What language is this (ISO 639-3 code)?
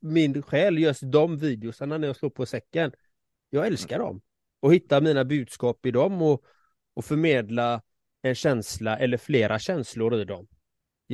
swe